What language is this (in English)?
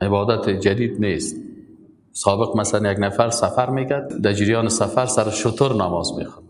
Persian